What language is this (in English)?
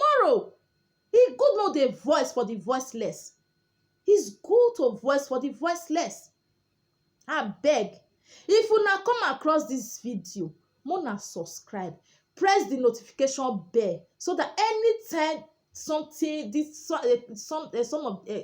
Nigerian Pidgin